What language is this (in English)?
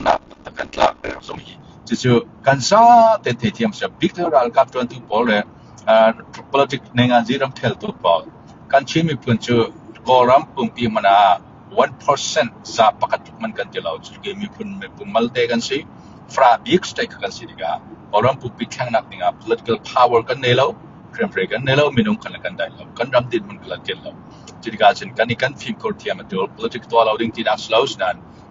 Falam Chin